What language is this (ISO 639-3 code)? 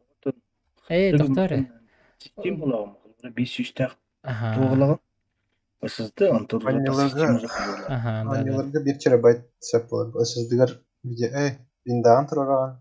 sah